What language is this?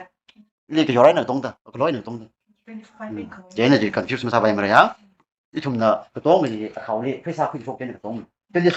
Tangkhul Naga (India)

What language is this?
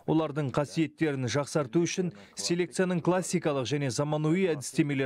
Kazakh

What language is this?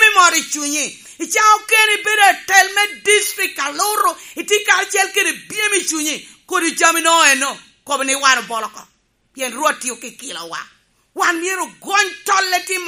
Lango (Uganda)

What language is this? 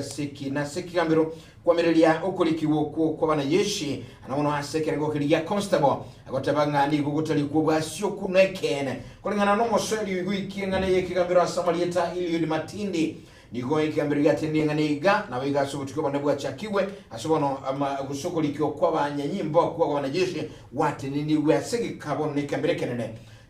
Gusii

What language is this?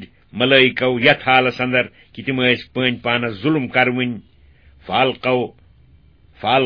Kashmiri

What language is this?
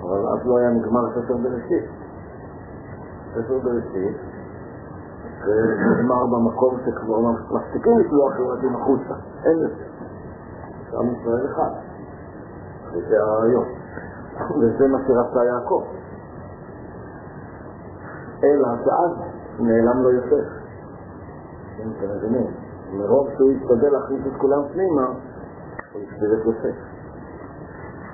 Hebrew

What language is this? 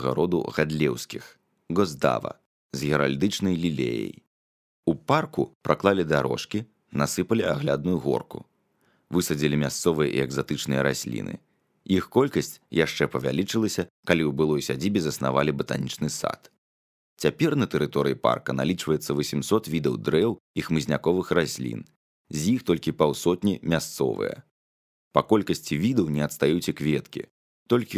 Belarusian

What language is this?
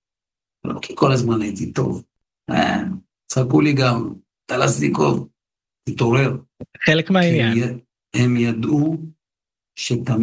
Hebrew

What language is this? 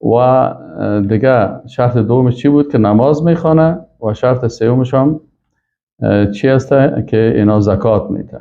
Persian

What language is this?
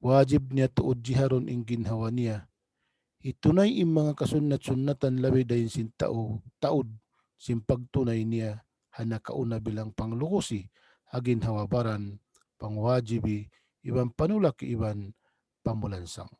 Tausug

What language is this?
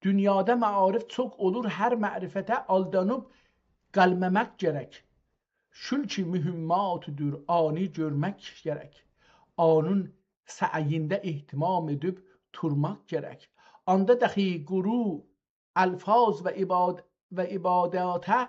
South Azerbaijani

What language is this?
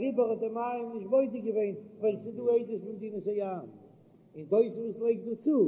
Yiddish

